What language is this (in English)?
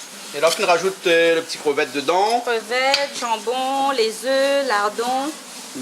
Réunion Creole French